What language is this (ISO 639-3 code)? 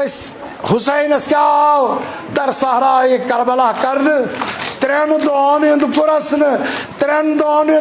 kas